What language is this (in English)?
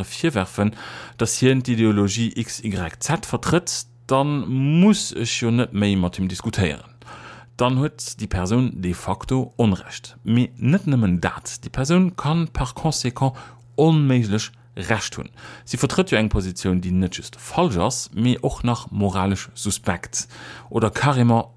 Luxembourgish